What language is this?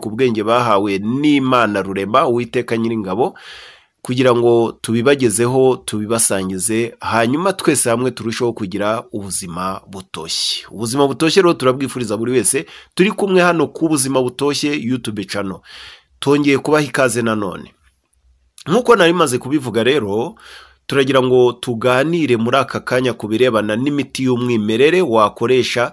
Kinyarwanda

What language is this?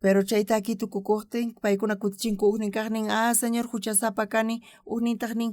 South Bolivian Quechua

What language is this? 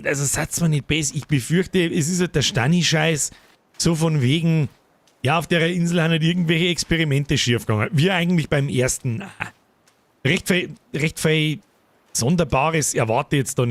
Bavarian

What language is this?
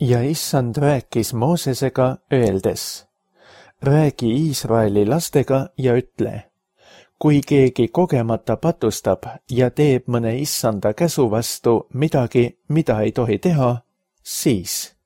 Estonian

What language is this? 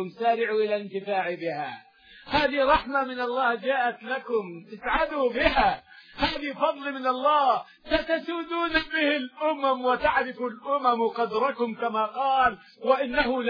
Arabic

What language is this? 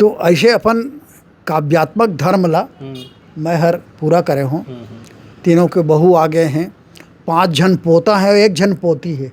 Chhattisgarhi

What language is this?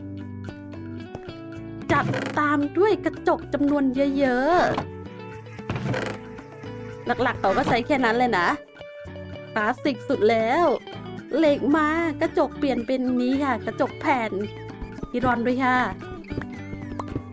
Thai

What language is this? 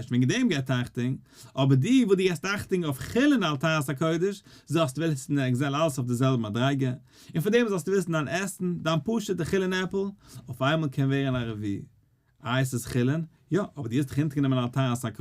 Yiddish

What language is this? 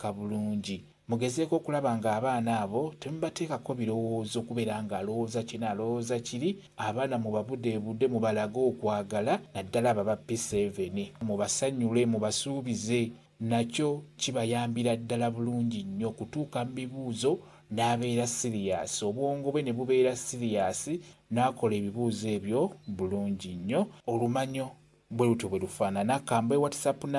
Ganda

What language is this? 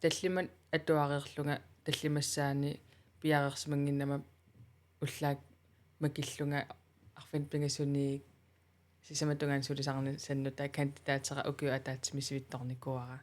Kalaallisut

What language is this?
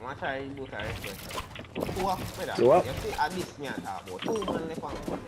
Jamaican Creole English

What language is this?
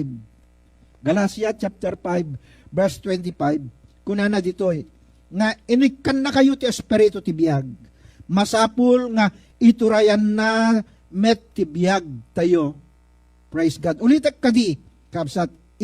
Iloko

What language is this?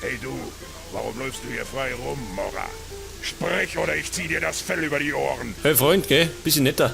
Bavarian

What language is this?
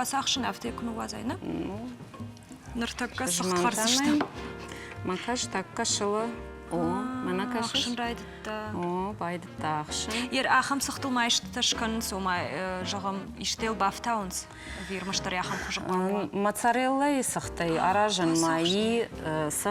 Ossetic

